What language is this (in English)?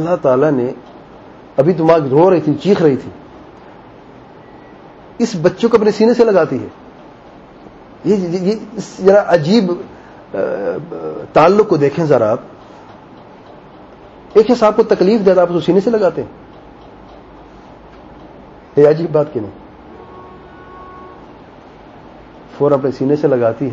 Urdu